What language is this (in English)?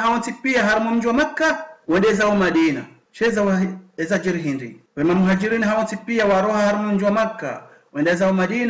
Ngazidja Comorian